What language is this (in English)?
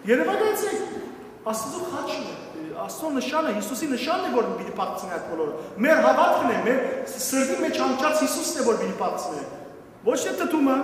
Western Armenian